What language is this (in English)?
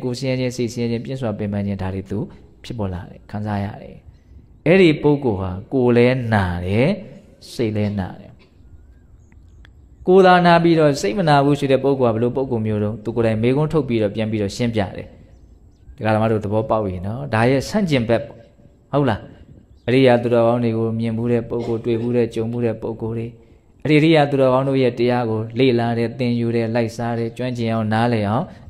Burmese